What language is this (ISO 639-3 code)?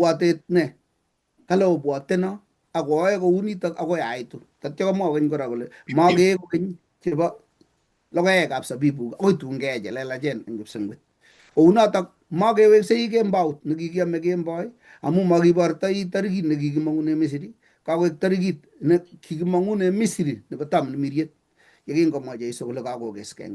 kln